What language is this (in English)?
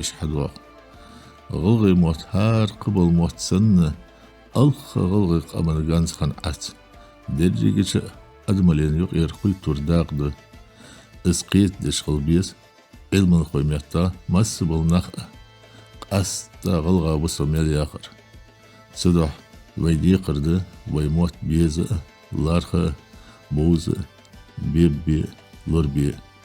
Ingush